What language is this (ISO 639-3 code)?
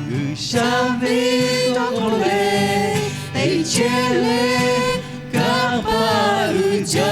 lhu